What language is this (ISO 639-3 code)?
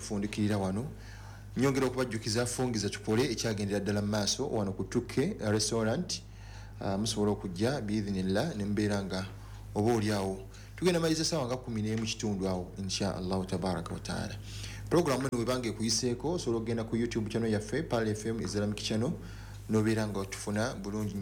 lug